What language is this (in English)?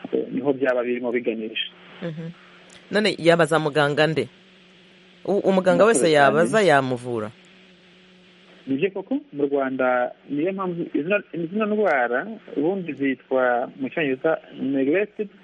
Kinyarwanda